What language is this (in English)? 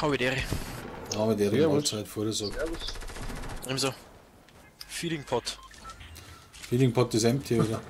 Bavarian